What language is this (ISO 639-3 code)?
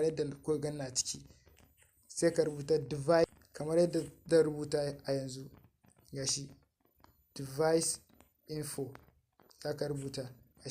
hau